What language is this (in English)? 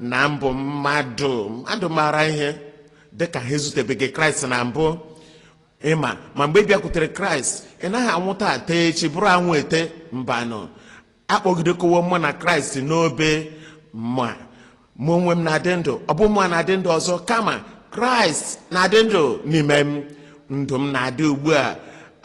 Igbo